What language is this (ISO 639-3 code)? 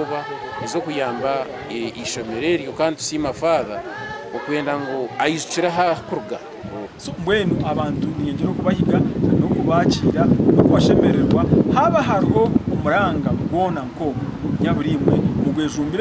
nyn